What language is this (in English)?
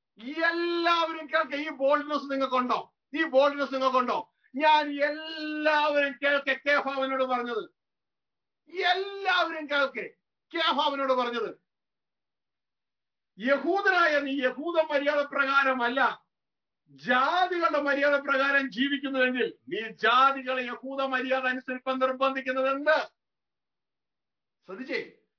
Malayalam